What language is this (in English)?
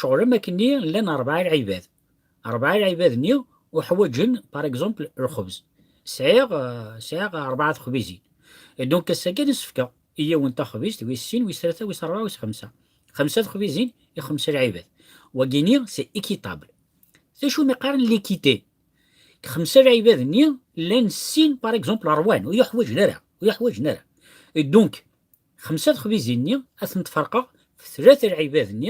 Kabyle